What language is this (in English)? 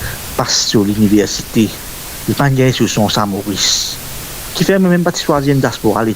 Morisyen